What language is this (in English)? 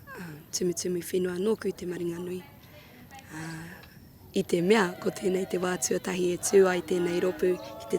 Māori